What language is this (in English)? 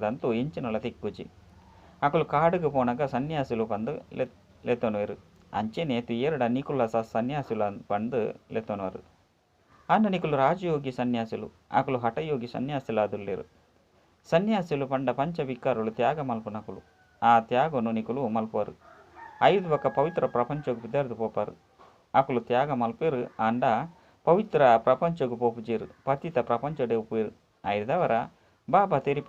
Tulu